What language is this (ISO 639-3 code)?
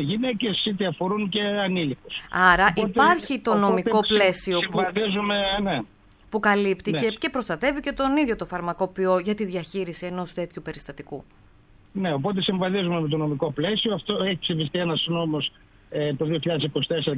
ell